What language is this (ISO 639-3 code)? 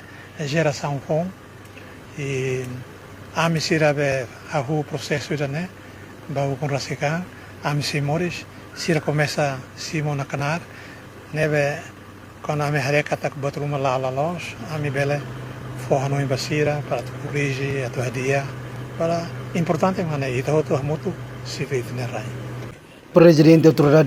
tet